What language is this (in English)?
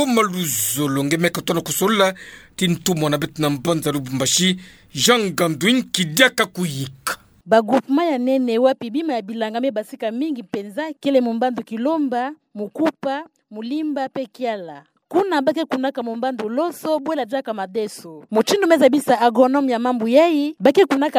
Kituba (Democratic Republic of Congo)